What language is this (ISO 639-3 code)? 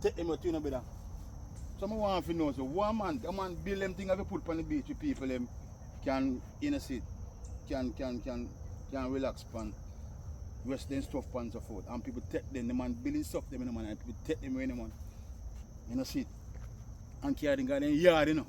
jam